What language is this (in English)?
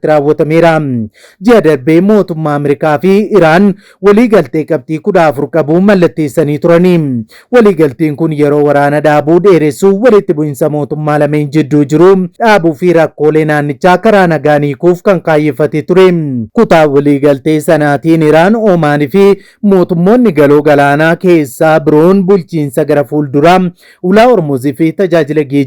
Oromo